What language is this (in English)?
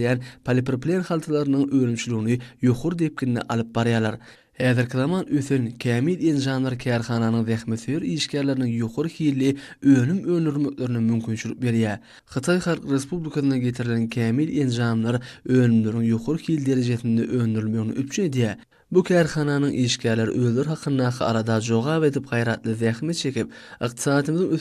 Turkmen